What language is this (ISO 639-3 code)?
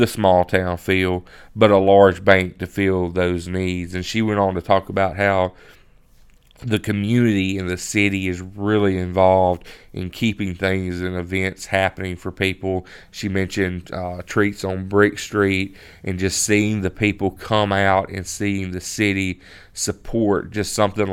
eng